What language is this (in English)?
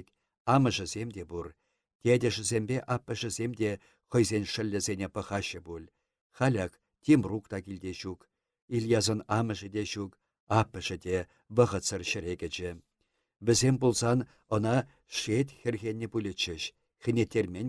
Chuvash